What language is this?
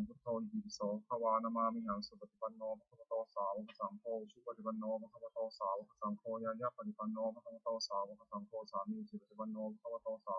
Pali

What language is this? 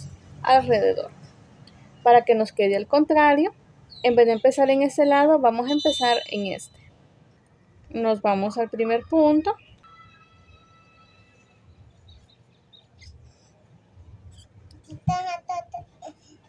Spanish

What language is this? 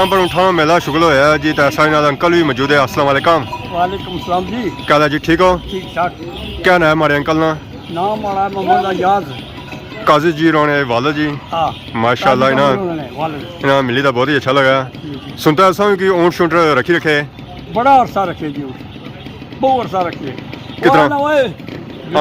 Pahari-Potwari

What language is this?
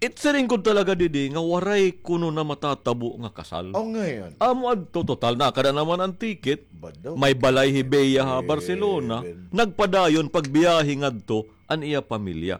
Waray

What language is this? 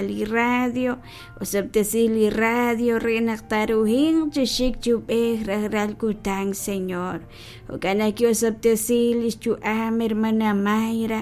Kekchí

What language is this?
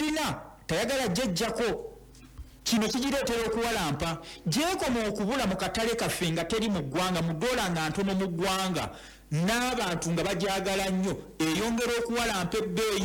Ganda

